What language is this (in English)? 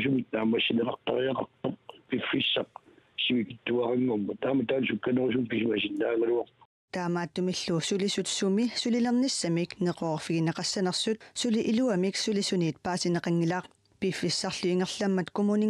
Kalaallisut